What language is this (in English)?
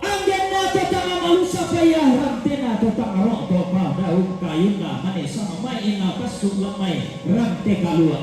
Toraja-Sa'dan